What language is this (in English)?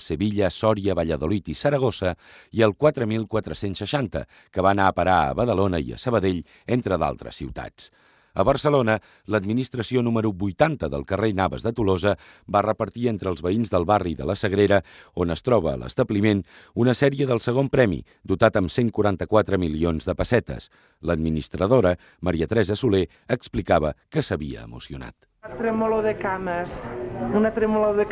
Catalan